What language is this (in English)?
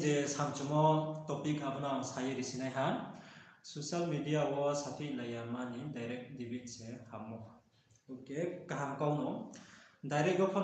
Riang (India)